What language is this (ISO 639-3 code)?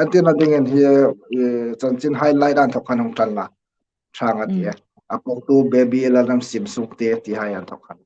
hmr